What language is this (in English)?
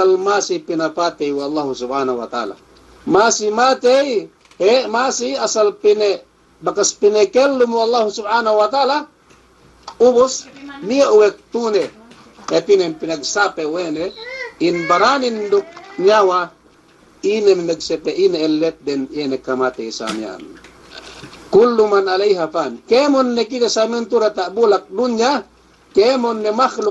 Yakan